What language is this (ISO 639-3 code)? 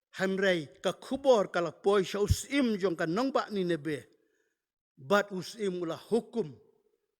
kha